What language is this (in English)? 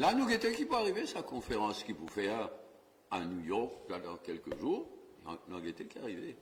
Morisyen